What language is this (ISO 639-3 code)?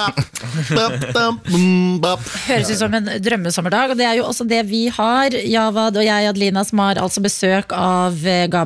nor